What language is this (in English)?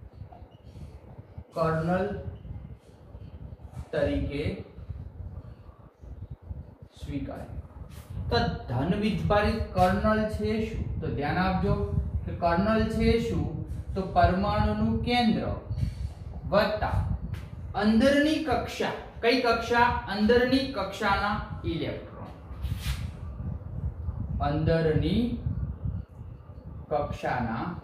Gujarati